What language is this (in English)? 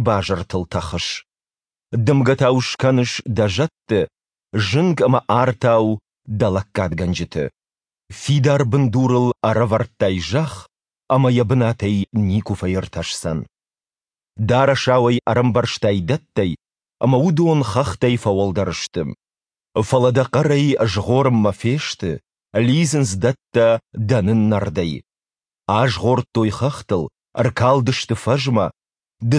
Ossetic